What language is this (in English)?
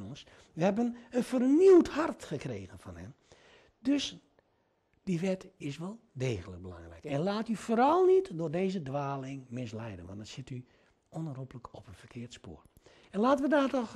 Dutch